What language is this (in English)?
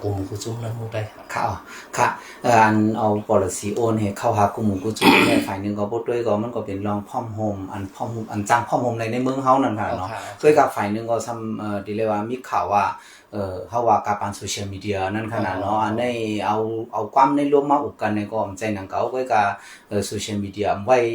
Shan